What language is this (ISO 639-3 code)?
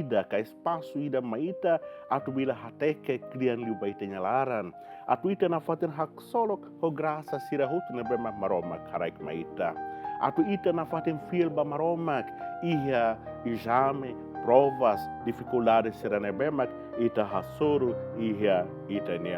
tet